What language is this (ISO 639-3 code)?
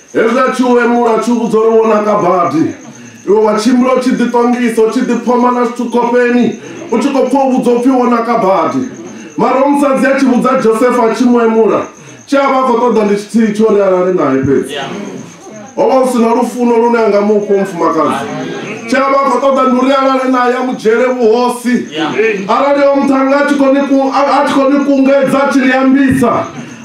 ven